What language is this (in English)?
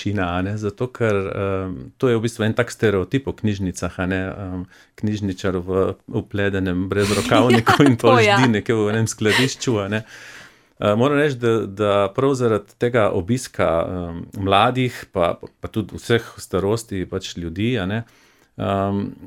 Slovenian